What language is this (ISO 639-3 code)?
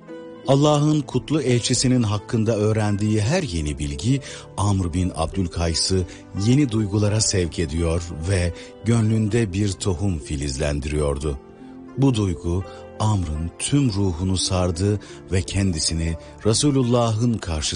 tur